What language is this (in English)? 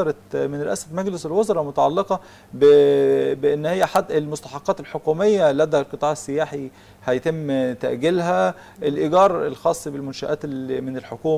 Egyptian Arabic